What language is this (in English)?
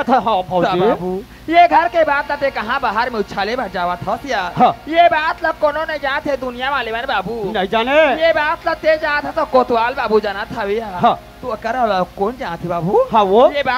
Chhattisgarhi